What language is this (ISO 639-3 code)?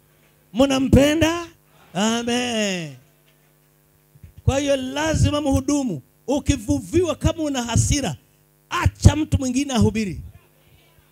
swa